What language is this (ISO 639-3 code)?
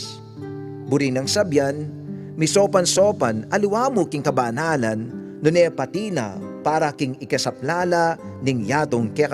pam